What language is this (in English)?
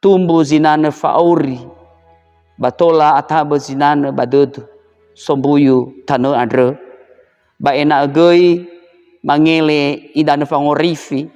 Nias